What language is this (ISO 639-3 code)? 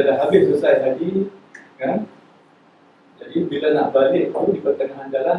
msa